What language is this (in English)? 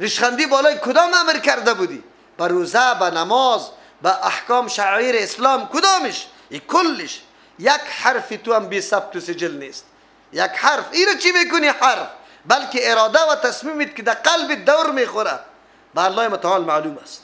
Persian